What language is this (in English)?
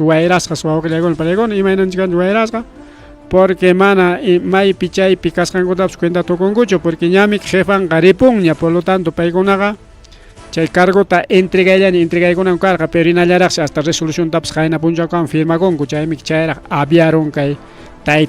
Ayacucho Quechua